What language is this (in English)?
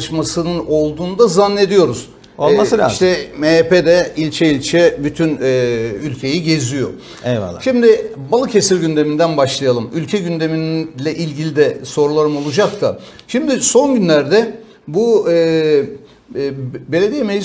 Turkish